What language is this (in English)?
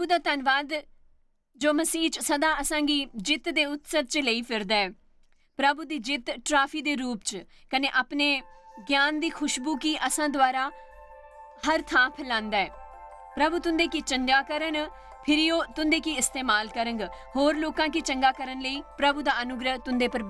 Dogri